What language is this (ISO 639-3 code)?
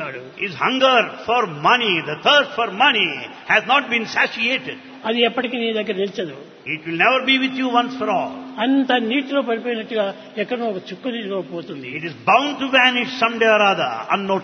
tel